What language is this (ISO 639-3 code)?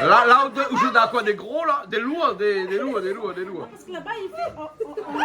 rcf